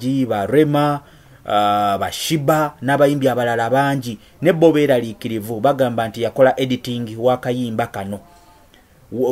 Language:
Ganda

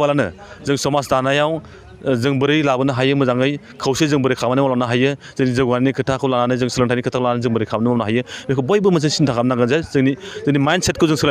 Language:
Bodo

